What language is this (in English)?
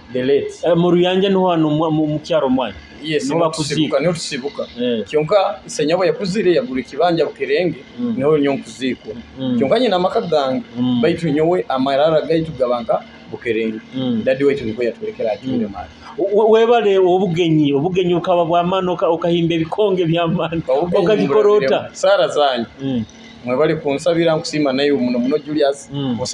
Nyoro